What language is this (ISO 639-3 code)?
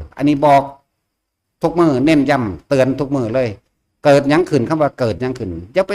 tts